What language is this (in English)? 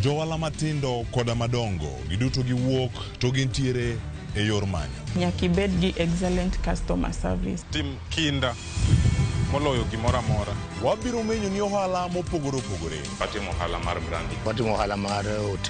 Luo (Kenya and Tanzania)